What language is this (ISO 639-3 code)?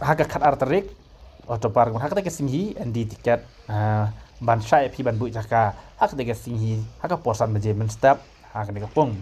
kha